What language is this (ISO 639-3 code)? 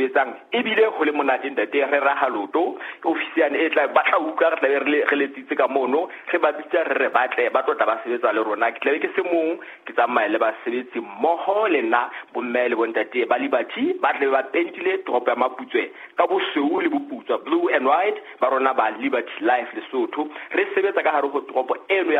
sot